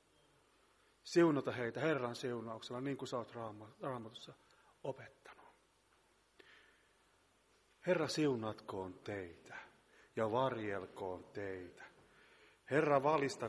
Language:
Finnish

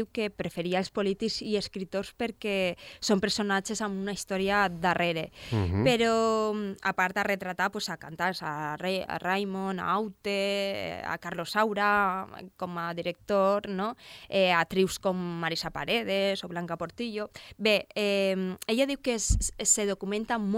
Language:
Catalan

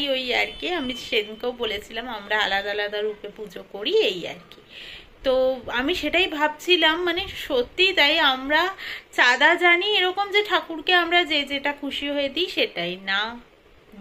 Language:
Bangla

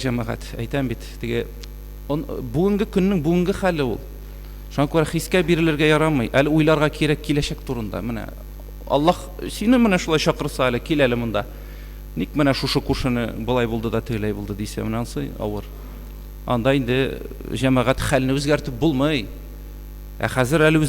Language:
Tatar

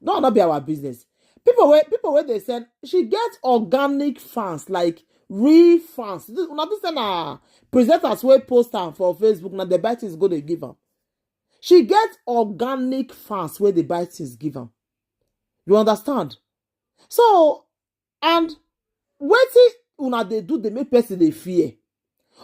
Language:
Nigerian Pidgin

